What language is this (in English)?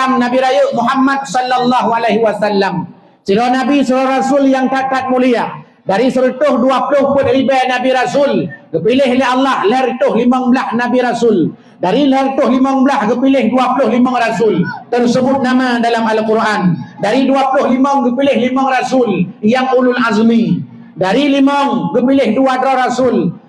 Achinese